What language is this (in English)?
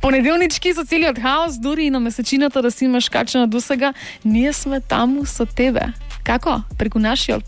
Macedonian